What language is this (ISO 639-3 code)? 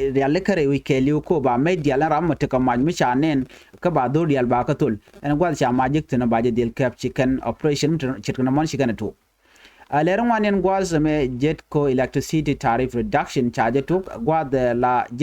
nus